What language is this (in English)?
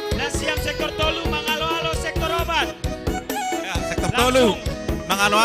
Batak Simalungun